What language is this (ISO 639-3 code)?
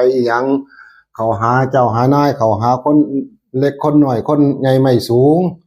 tts